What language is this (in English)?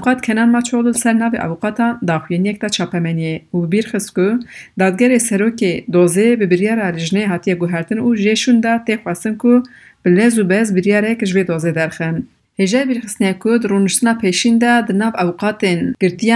Kurdish